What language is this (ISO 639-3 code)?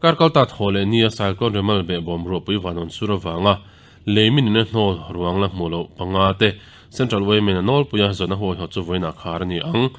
lus